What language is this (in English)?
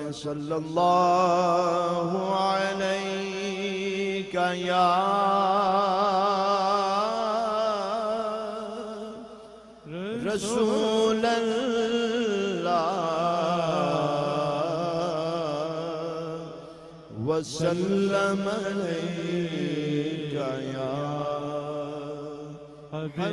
Urdu